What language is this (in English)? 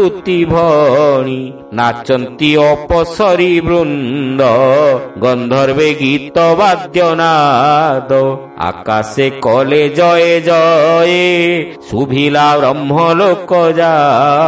Odia